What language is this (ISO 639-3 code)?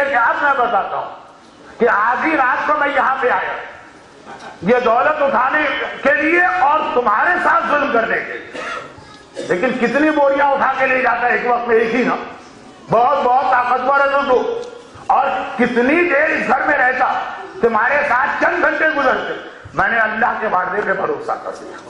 urd